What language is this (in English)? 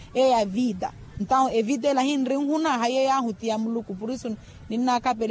Makhuwa